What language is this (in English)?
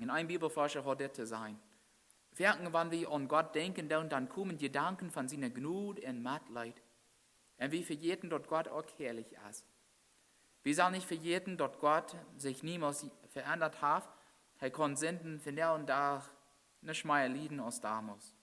Plautdietsch